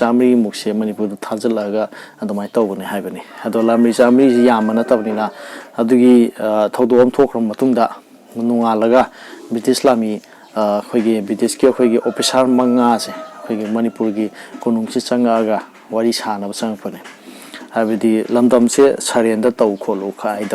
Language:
Manipuri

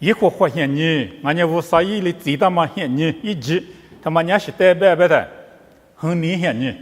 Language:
Lisu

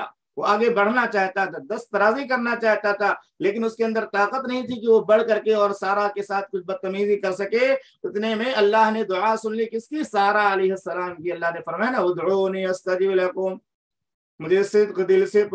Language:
Urdu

